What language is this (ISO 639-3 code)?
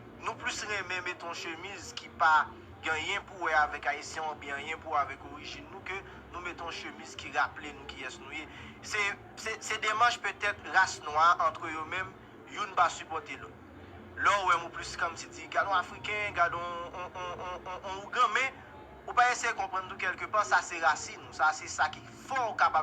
hat